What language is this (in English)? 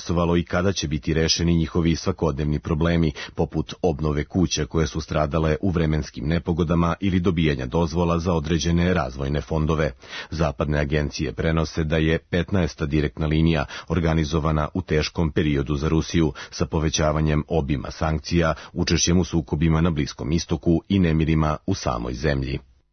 Serbian